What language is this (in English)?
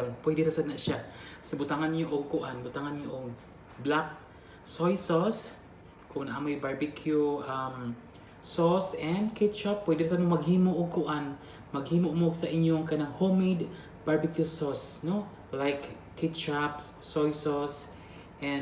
Cebuano